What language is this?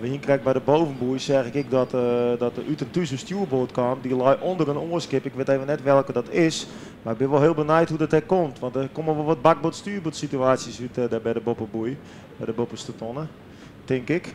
Western Frisian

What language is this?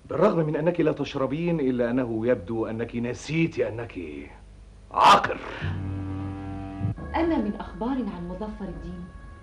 Arabic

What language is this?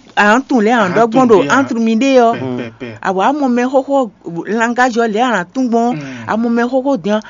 Fon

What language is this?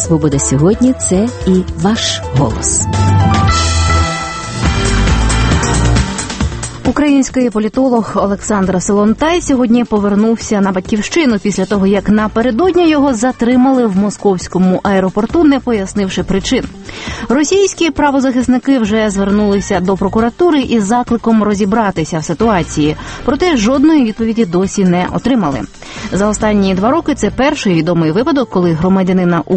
Ukrainian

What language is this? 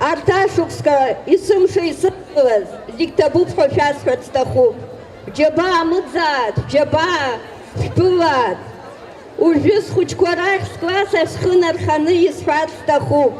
Abkhazian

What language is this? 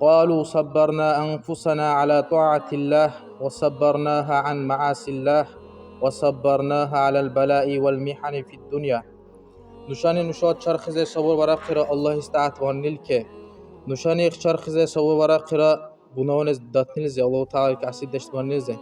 Dargwa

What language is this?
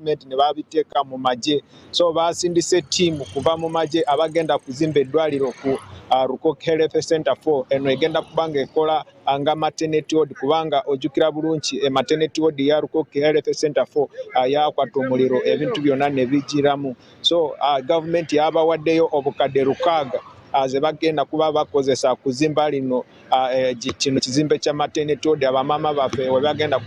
Ganda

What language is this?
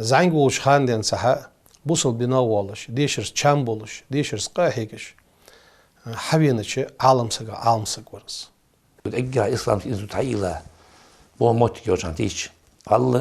Ingush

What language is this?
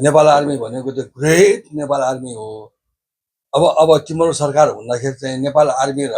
Nepali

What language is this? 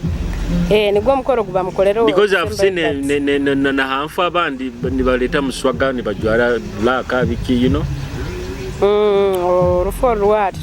Nyoro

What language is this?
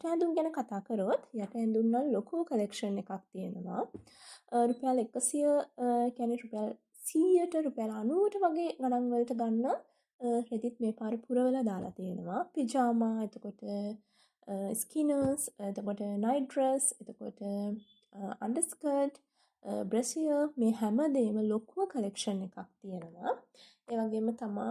Sinhala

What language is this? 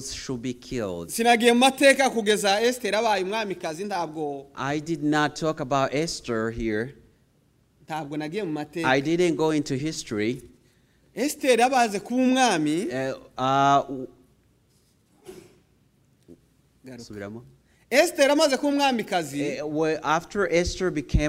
Kinyarwanda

